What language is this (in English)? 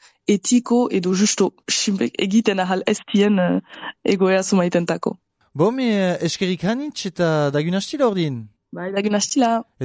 Basque